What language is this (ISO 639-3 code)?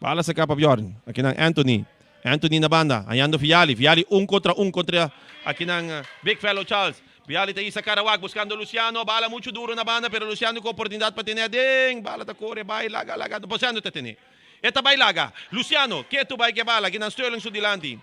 pap